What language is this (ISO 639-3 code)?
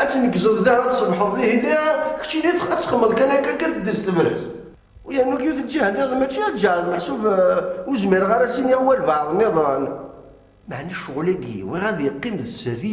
kab